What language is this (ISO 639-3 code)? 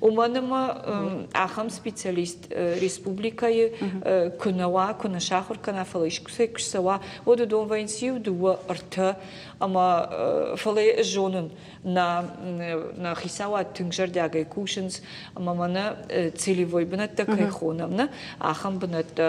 oss